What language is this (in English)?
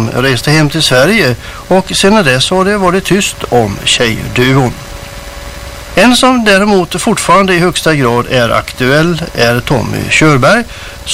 Swedish